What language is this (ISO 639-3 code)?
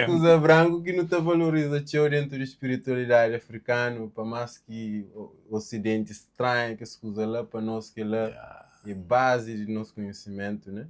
kea